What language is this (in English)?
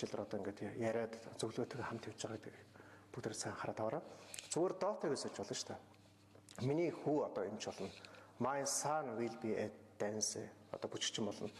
Mongolian